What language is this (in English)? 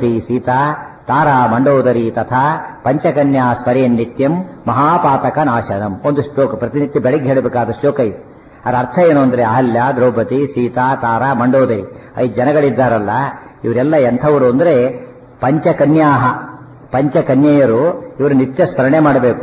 Kannada